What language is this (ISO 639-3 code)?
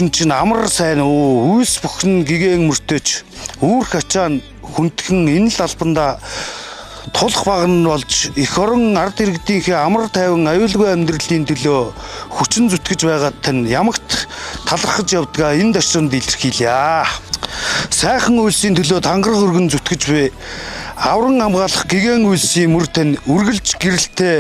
mon